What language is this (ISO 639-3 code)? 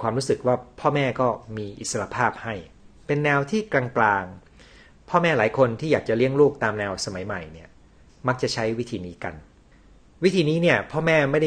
tha